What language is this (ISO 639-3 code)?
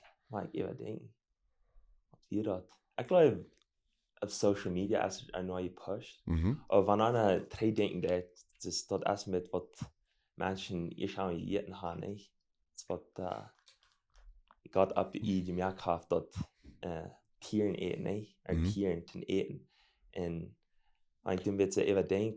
pdt